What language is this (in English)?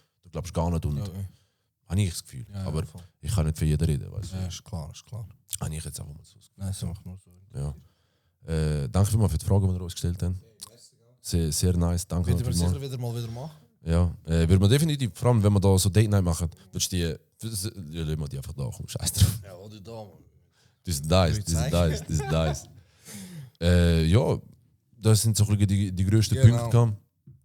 Swiss German